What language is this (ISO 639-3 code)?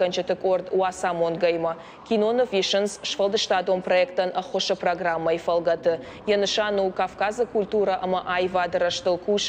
oss